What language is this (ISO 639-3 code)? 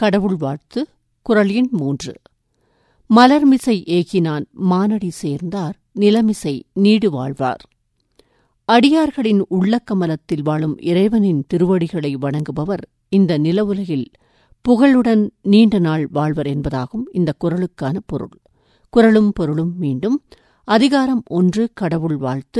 tam